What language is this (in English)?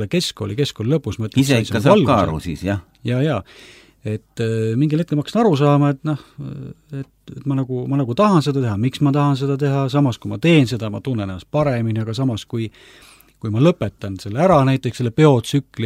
Estonian